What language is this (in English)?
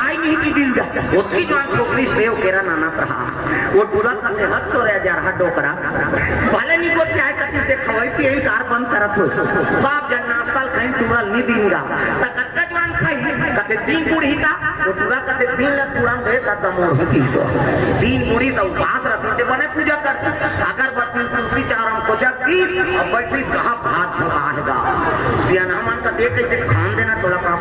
Chhattisgarhi